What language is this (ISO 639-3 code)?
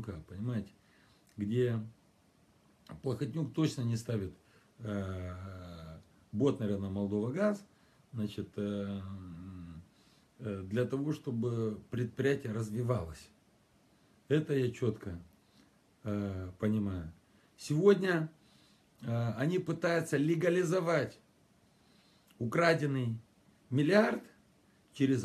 rus